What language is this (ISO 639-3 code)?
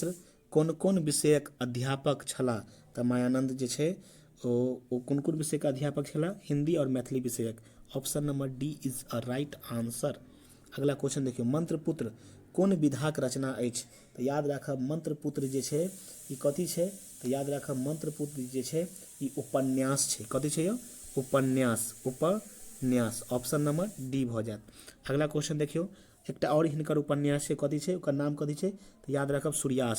mai